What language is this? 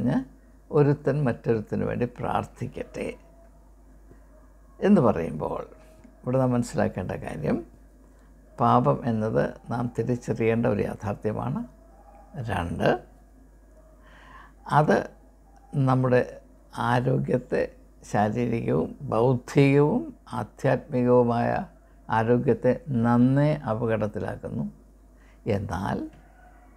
Malayalam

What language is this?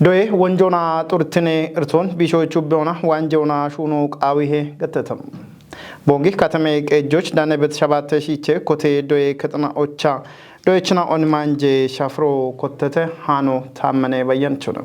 Kafa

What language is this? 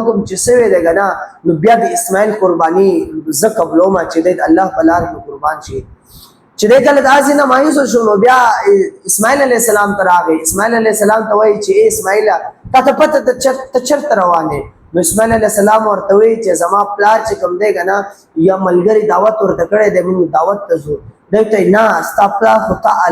Pashto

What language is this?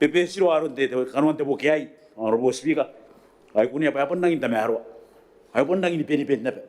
Gilbertese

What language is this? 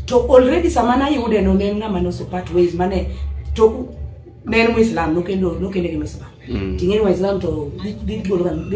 Luo (Kenya and Tanzania)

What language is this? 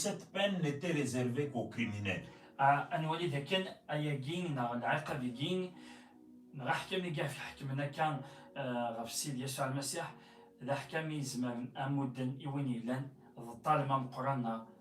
Kabyle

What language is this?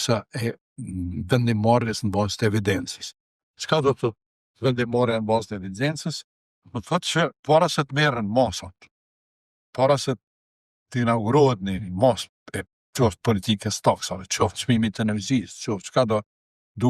Albanian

